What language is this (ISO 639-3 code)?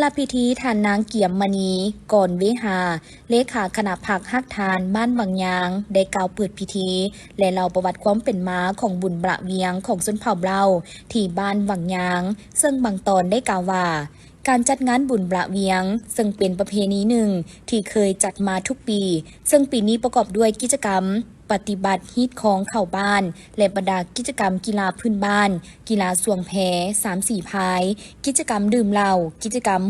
lao